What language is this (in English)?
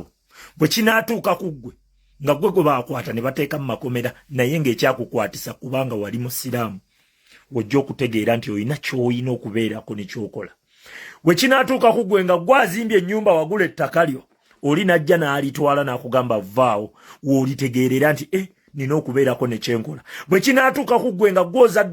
Ganda